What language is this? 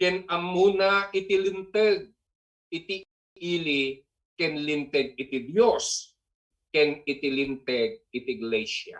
Iloko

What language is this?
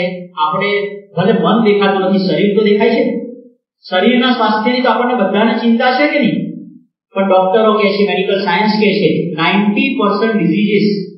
Gujarati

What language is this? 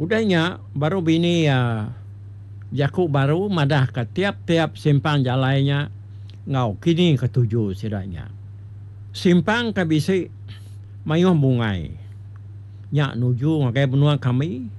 Iban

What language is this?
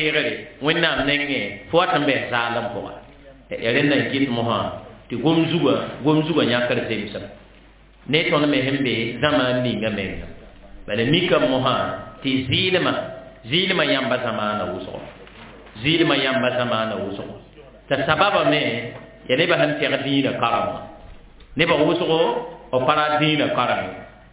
Mossi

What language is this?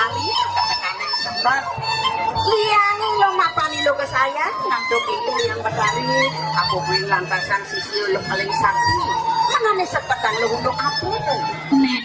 Balinese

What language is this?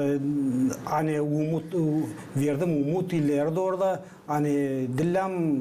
Gagauz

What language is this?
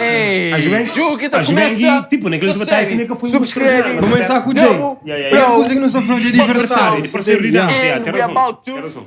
Kabuverdianu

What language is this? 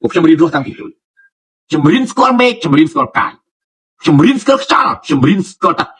Khmer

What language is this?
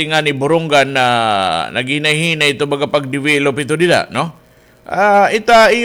Waray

